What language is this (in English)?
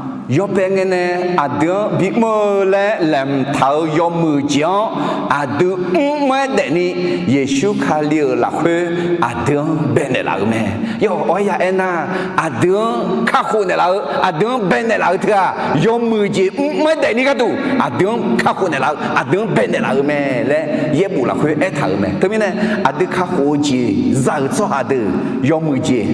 Akha